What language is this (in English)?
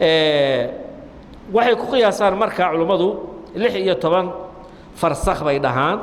Somali